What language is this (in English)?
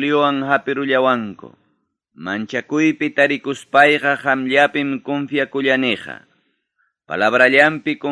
Ayacucho Quechua